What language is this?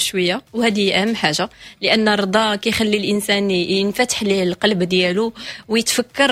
Moroccan Arabic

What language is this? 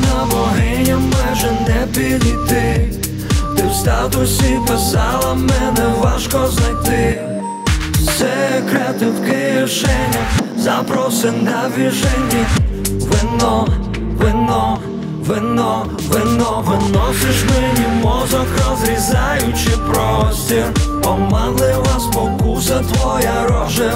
Ukrainian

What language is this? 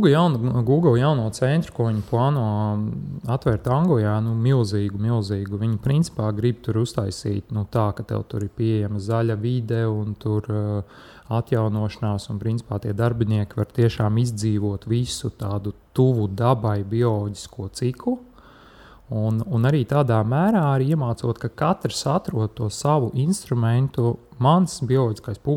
Latvian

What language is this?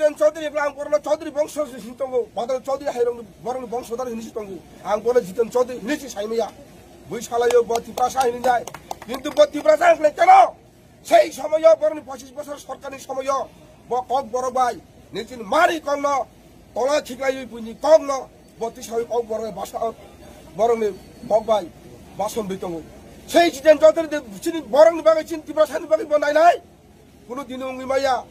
Kok Borok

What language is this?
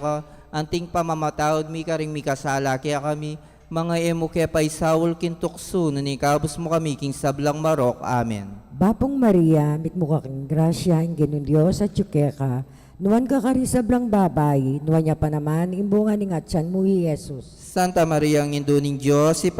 Pampanga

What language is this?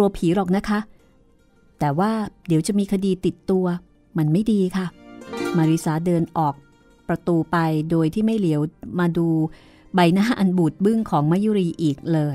Thai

